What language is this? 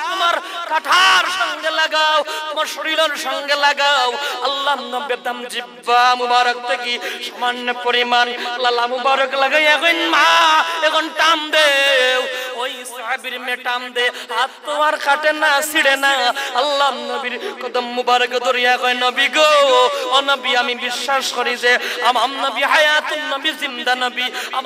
Sylheti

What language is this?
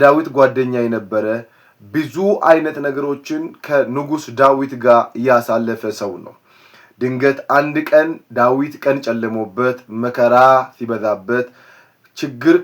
Amharic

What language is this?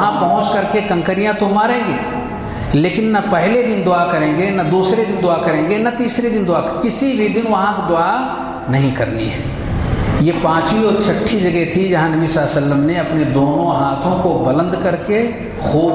Urdu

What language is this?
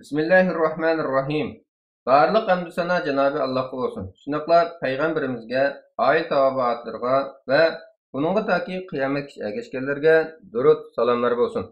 Uyghur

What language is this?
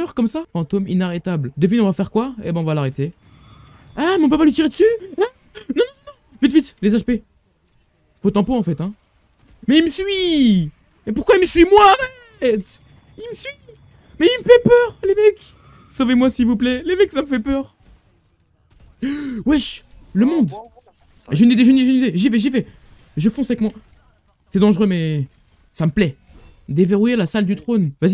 French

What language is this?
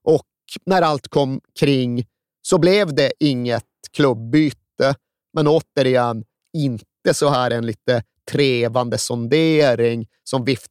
Swedish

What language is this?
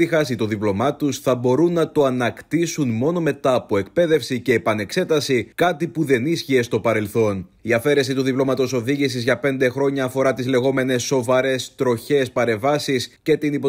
Greek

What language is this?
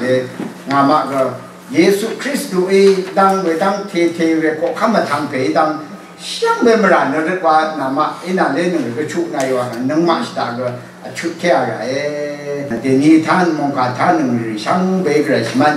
Rawang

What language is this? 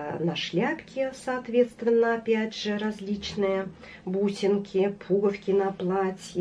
Russian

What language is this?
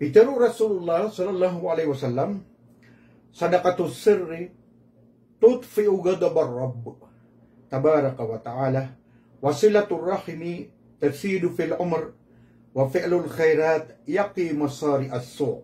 Maranao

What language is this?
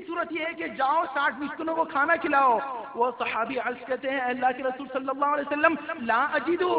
Urdu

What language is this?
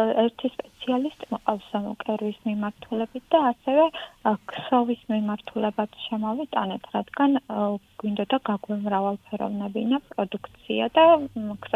Georgian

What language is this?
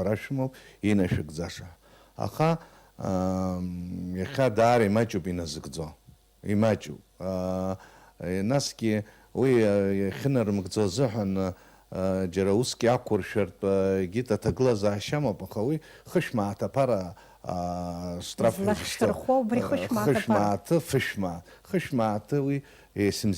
Abkhazian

